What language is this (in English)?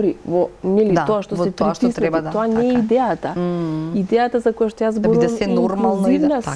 Macedonian